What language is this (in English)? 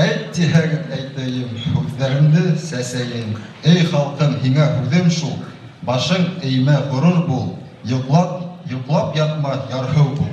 Bashkir